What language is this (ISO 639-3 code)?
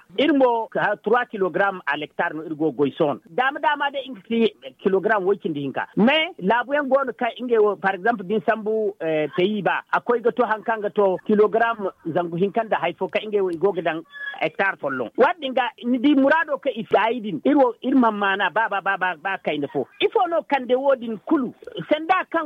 dje